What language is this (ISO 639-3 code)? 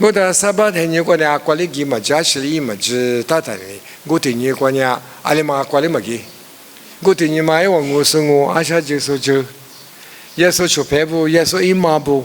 lis